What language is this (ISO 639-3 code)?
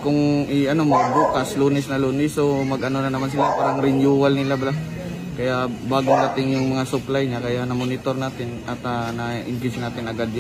hil